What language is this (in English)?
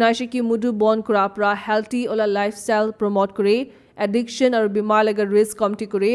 Naga Pidgin